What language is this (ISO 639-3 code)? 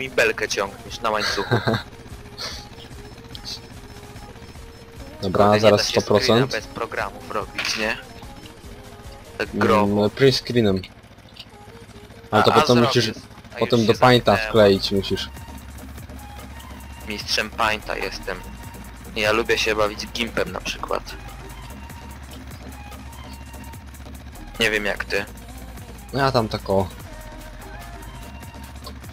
pol